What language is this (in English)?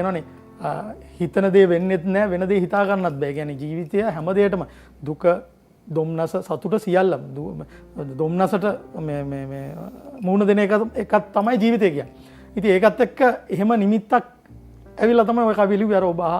Sinhala